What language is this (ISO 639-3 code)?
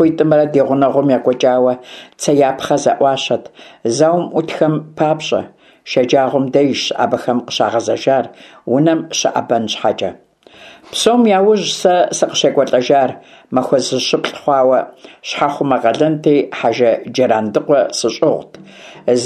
kbd